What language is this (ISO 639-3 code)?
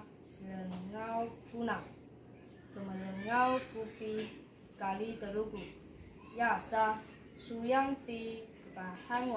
trv